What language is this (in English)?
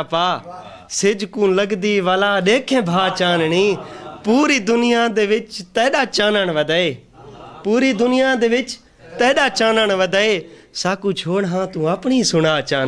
Saraiki